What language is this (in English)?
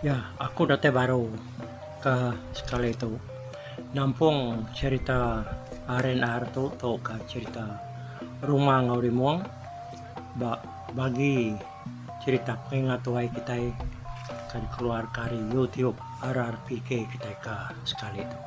Iban